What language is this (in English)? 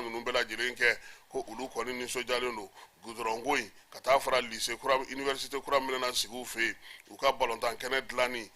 Bambara